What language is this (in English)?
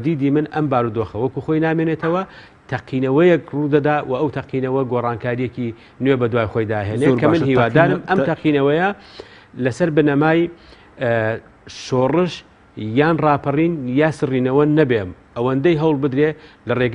Central Kurdish